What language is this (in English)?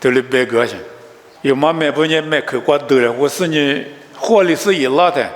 Lisu